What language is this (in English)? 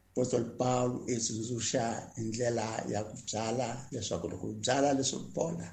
Tsonga